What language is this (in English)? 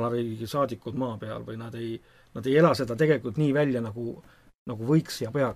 Estonian